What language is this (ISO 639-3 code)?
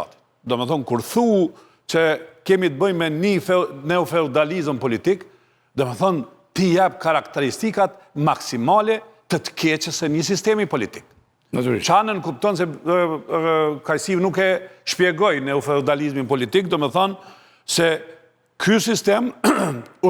sqi